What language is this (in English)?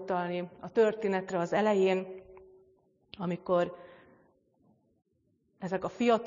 Hungarian